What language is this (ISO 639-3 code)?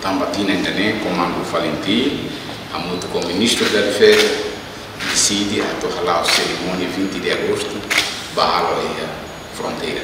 tet